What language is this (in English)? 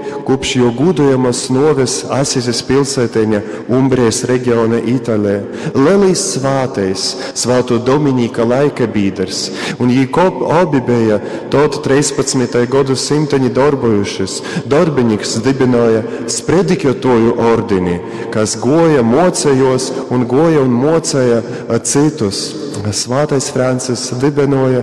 Latgalian